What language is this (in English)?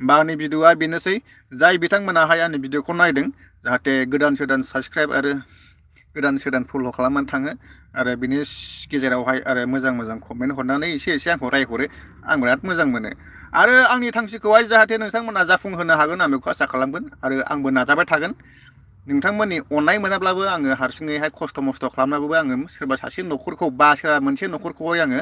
Bodo